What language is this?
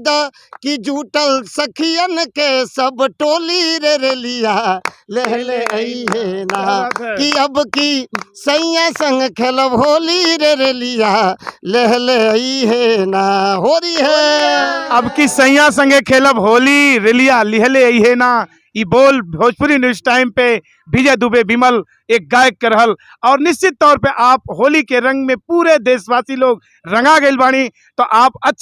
Bhojpuri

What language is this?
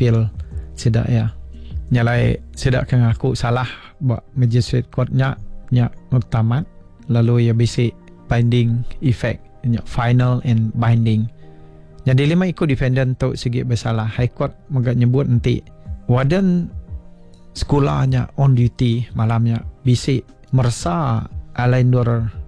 Iban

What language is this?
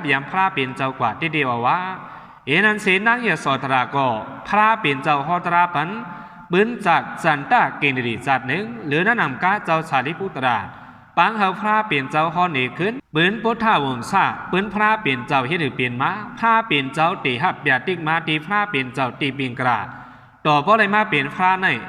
Shan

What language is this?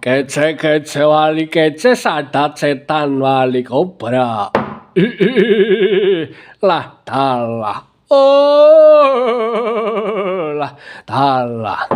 Javanese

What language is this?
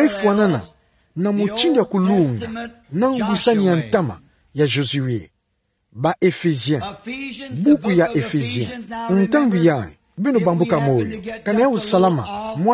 Kituba (Democratic Republic of Congo)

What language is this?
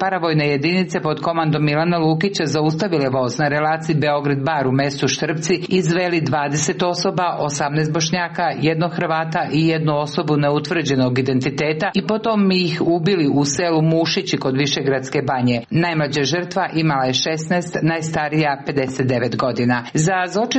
Serbian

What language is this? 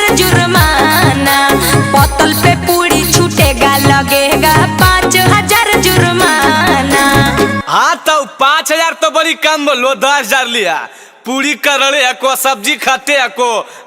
Magahi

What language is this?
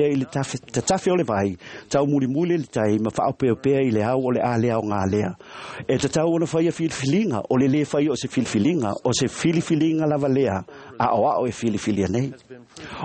Samoan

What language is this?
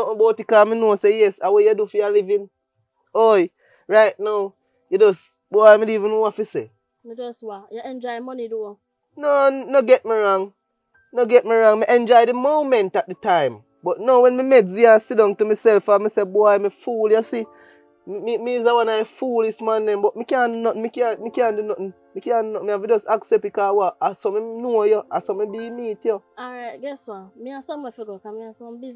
Jamaican Creole English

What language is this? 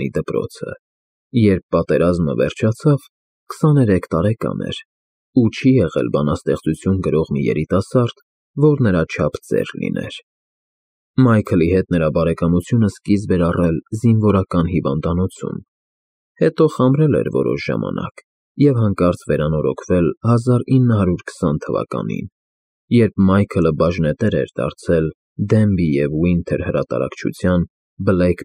Armenian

